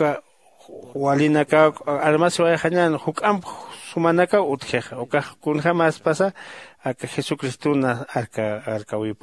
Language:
Aymara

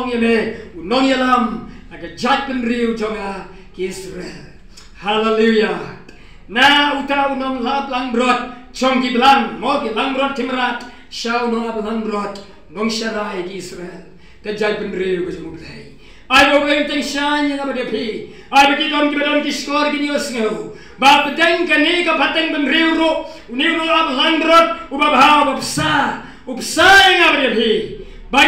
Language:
Khasi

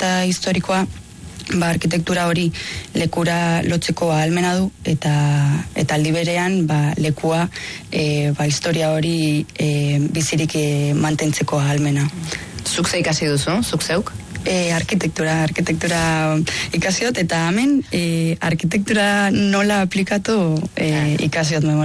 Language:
Basque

